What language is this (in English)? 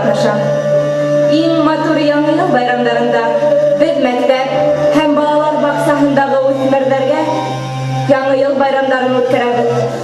Bashkir